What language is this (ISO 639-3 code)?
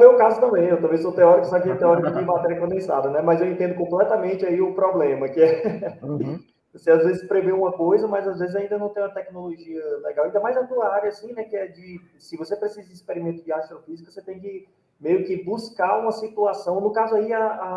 por